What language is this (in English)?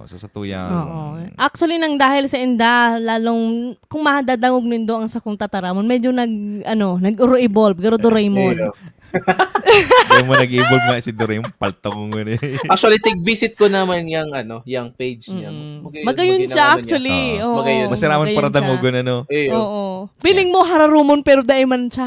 Bikol